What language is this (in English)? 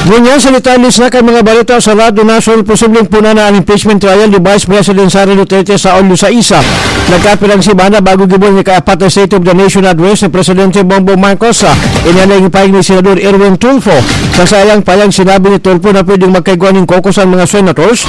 Bikol